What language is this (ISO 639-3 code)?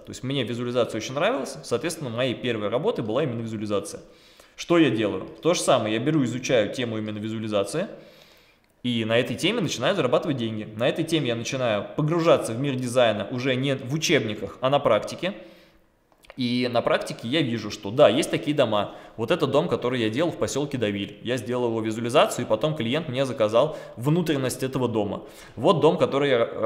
rus